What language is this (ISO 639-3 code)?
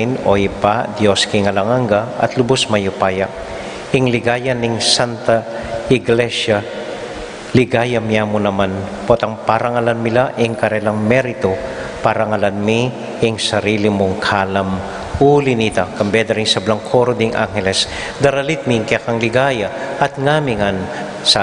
pam